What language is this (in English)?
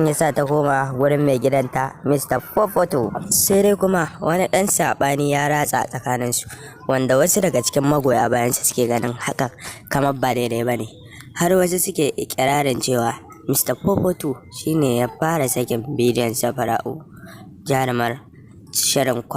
Hausa